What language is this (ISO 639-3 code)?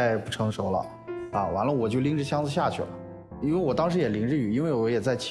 zho